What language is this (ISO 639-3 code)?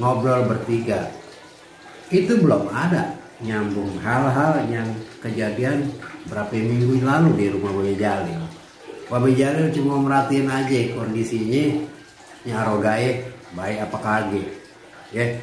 bew